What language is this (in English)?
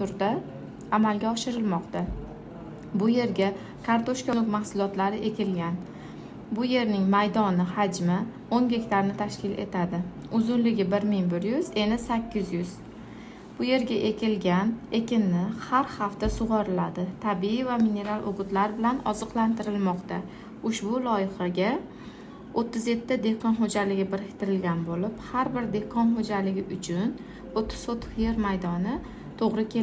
Uzbek